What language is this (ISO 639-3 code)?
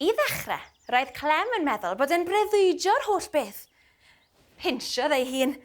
cym